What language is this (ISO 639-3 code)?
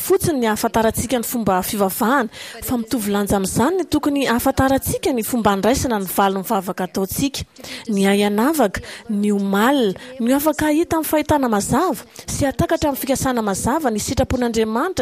mlg